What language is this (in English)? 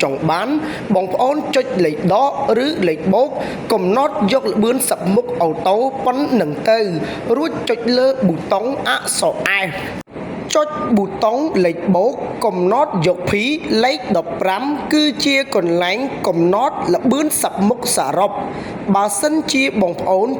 Khmer